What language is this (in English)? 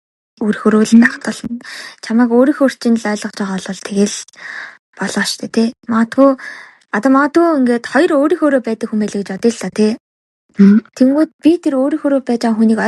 Mongolian